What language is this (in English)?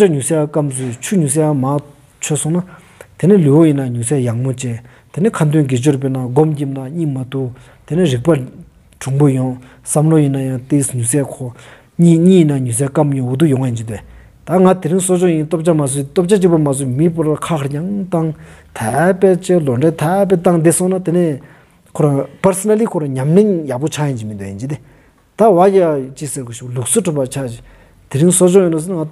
Stod Bhoti